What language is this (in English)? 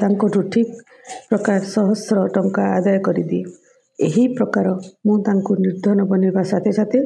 Odia